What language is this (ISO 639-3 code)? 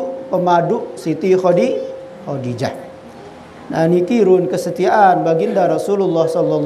sas